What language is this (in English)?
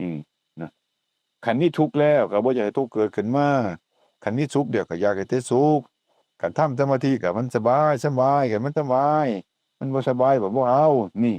Northeastern Thai